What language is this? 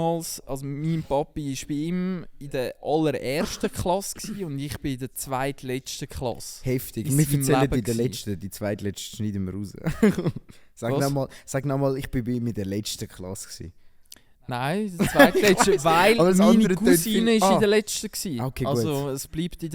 Swiss German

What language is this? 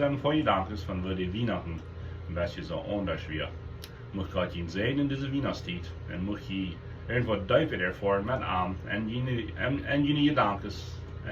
Plautdietsch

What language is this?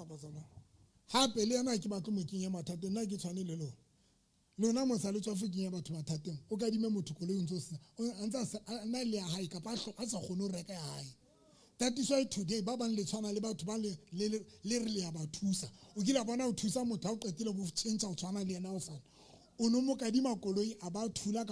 Southern Sotho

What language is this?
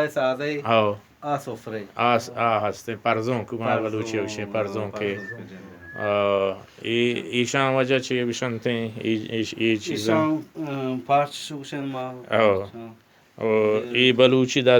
Baluchi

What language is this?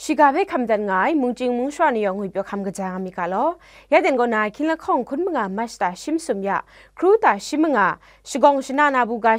Kachin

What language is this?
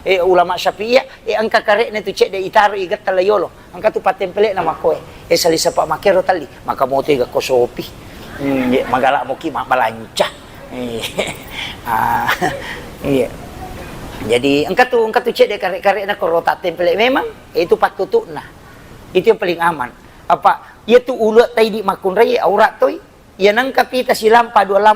Buginese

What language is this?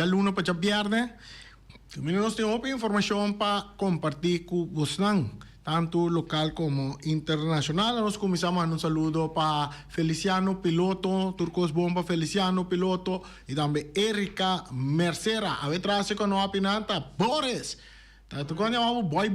Papiamento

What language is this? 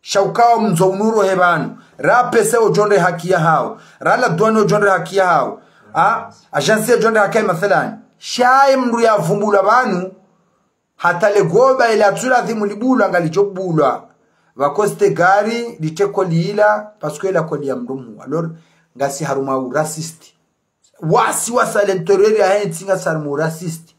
Ngazidja Comorian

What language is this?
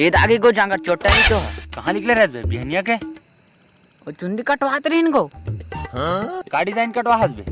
Chhattisgarhi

